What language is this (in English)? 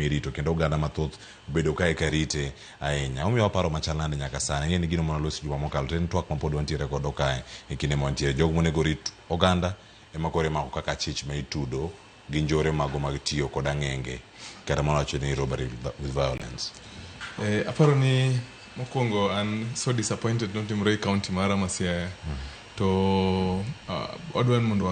Luo (Kenya and Tanzania)